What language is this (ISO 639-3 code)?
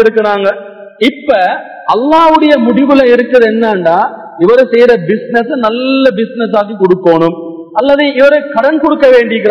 tam